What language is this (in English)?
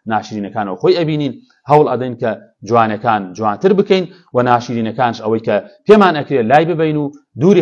Central Kurdish